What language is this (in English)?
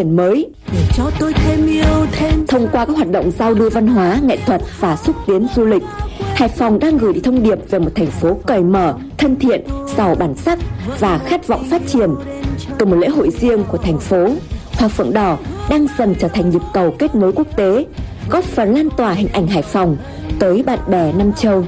Vietnamese